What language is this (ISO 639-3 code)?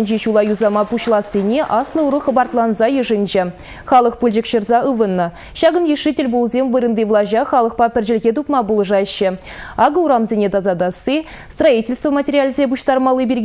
chv